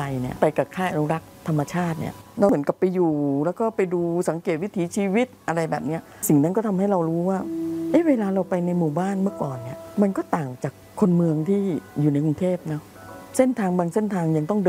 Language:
Thai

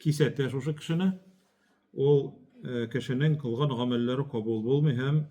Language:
Tatar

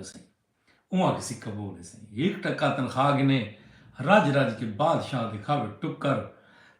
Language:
Saraiki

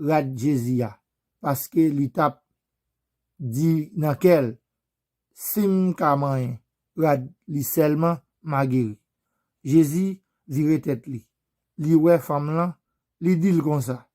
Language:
Haitian Creole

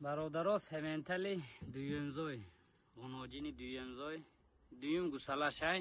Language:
Tajik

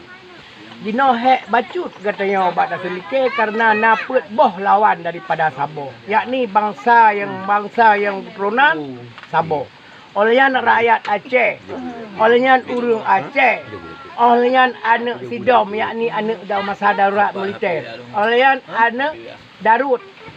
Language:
Achinese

